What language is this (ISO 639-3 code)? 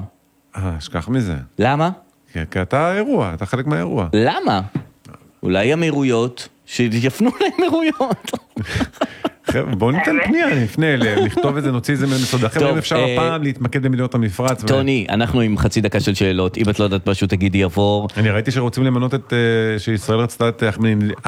heb